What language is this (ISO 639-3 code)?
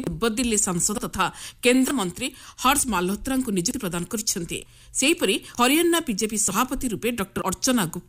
ori